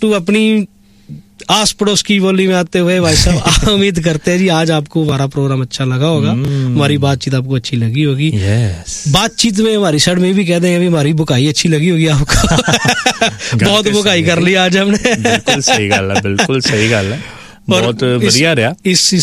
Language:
Punjabi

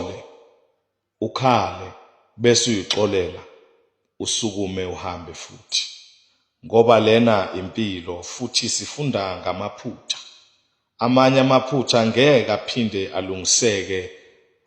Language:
Zulu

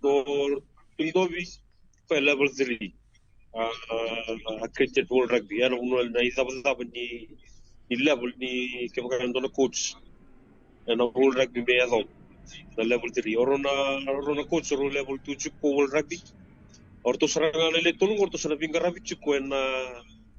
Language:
Fijian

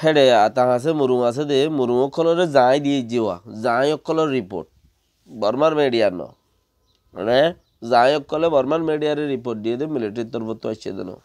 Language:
Rohingya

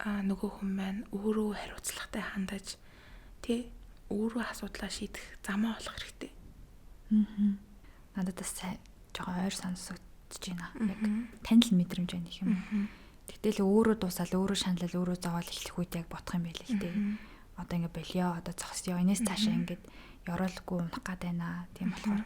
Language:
Mongolian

